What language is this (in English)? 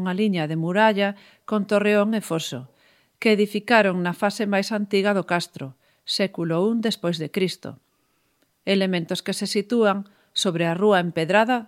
Galician